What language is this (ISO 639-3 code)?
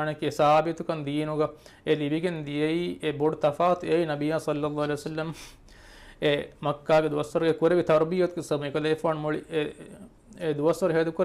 div